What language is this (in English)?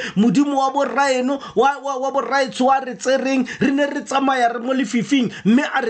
Tswana